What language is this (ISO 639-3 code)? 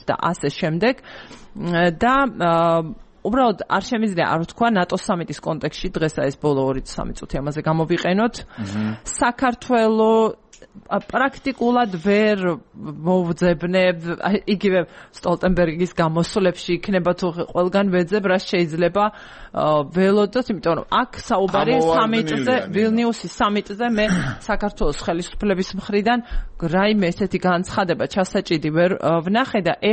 kat